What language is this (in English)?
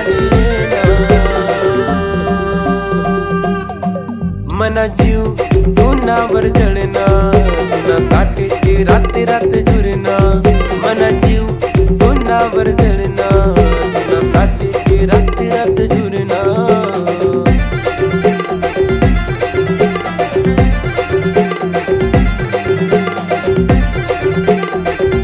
Marathi